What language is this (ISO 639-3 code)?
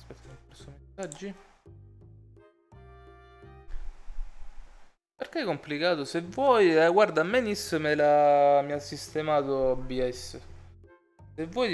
ita